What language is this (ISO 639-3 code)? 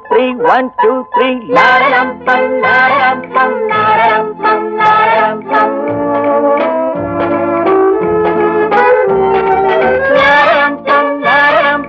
tam